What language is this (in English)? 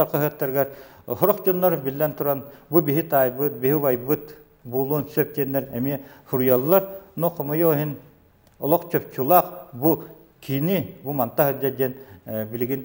Yakut